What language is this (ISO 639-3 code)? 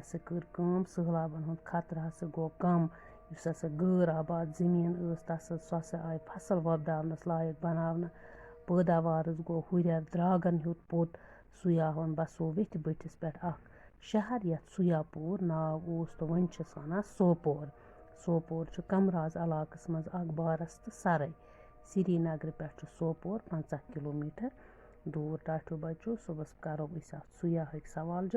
kas